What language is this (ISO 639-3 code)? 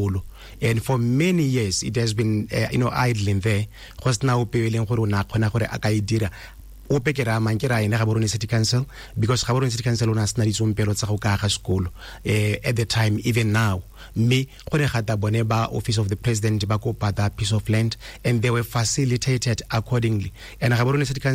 tsn